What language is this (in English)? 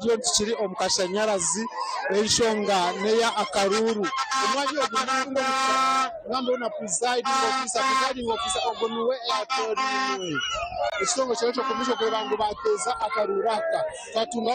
Nyankole